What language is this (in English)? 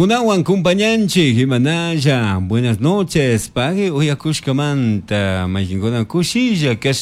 Chimborazo Highland Quichua